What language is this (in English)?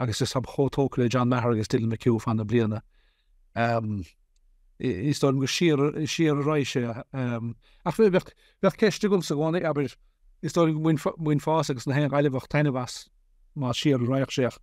Irish